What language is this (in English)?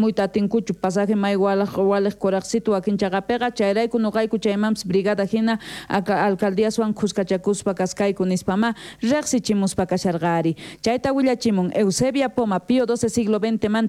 South Bolivian Quechua